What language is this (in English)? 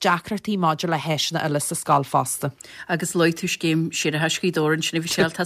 Irish